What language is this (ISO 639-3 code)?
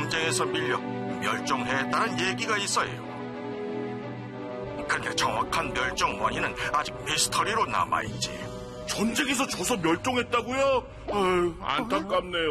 kor